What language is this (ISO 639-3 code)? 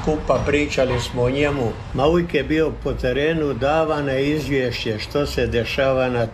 hrv